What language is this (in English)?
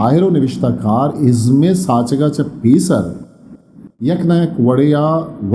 Eastern Balochi